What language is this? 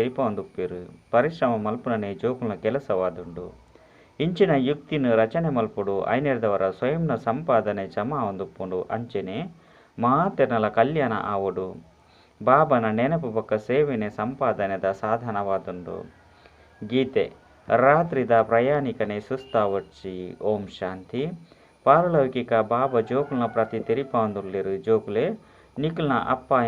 Tulu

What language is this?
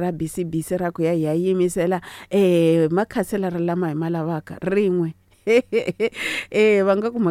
Tsonga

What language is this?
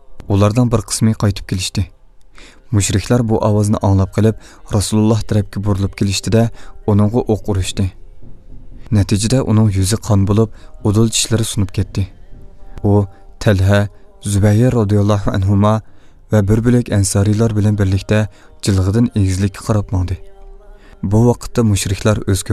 Uyghur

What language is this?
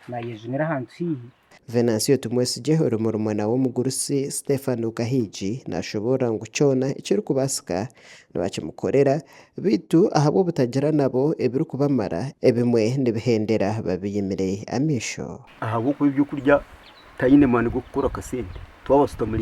Nyankole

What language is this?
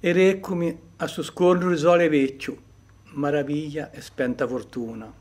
Corsican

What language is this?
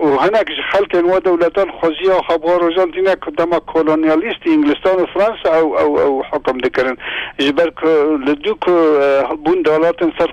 Kurdish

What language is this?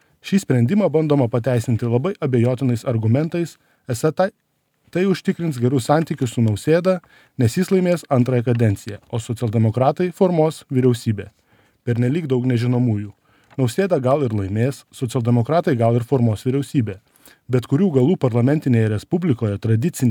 Lithuanian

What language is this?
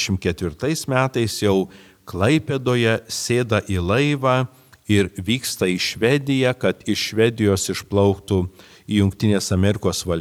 Lithuanian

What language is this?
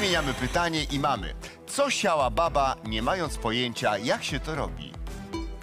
Polish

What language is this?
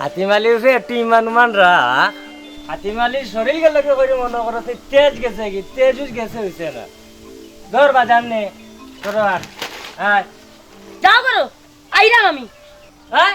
Sylheti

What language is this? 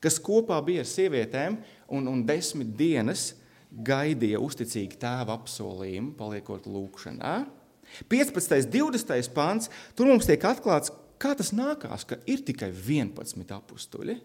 Latvian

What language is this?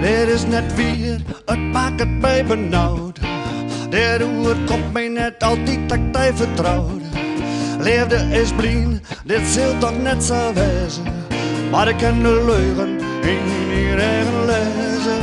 Western Frisian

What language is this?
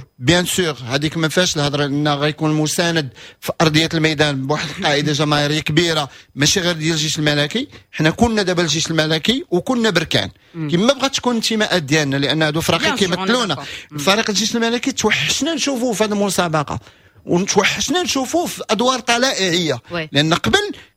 Moroccan Arabic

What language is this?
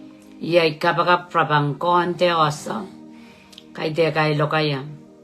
Pohnpeian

